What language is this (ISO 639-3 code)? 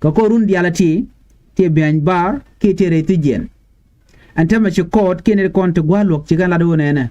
nus